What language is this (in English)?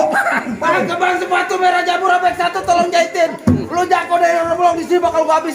Betawi